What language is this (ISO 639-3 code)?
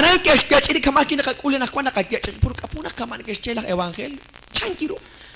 kek